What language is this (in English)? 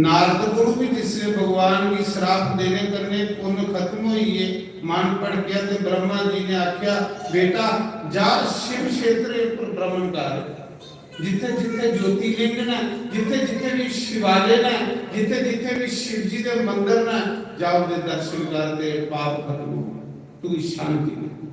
Dogri